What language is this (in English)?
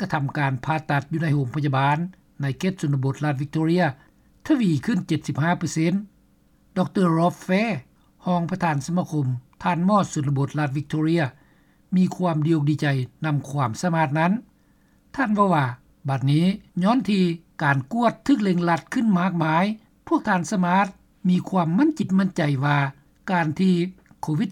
Lao